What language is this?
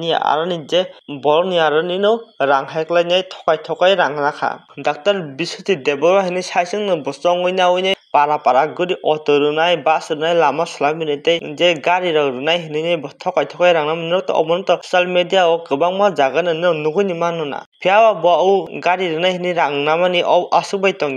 Kok Borok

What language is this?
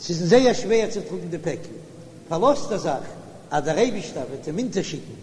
Yiddish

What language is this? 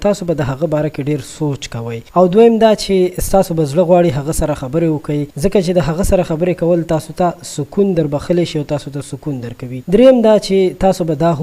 Pashto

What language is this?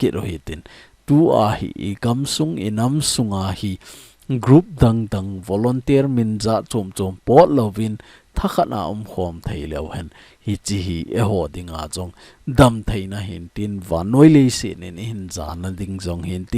Thado Chin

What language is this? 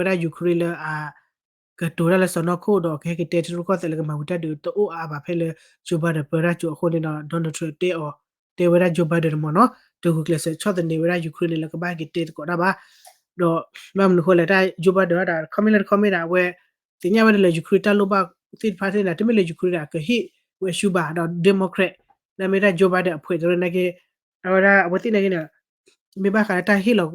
S'gaw Karen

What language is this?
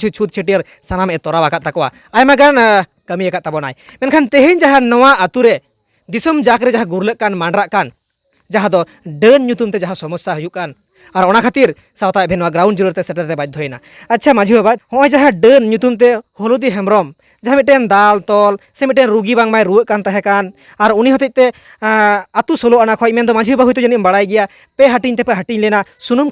Santali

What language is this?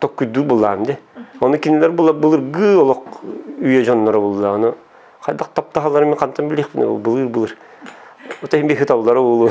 Yakut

